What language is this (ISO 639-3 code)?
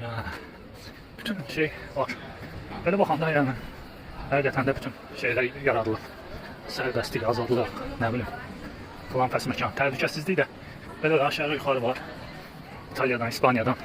aze